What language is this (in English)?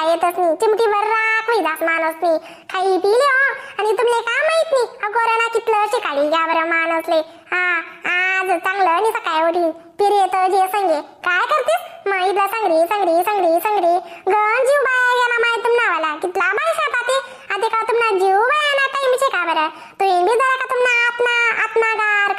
Khandesi